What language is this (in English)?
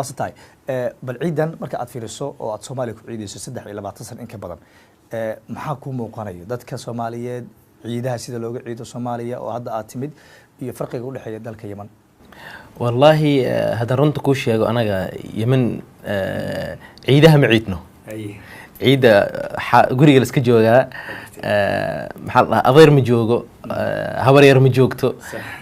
Somali